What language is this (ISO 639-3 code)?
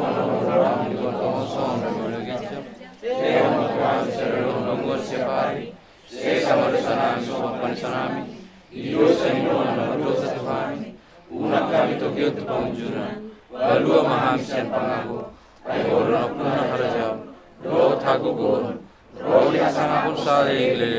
bbc